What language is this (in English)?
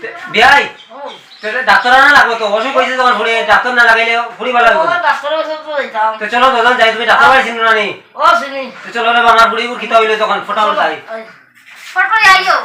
Sylheti